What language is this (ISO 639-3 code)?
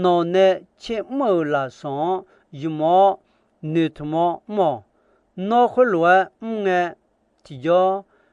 ahk